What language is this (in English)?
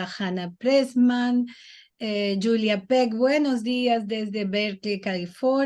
Ladino